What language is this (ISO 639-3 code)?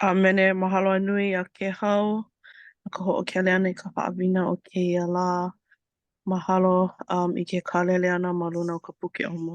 haw